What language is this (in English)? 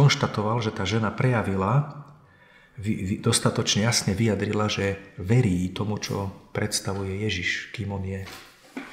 Slovak